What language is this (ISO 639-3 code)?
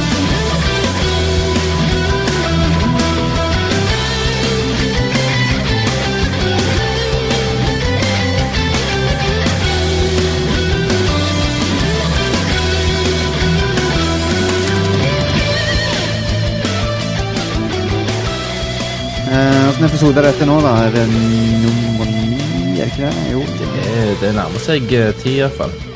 nor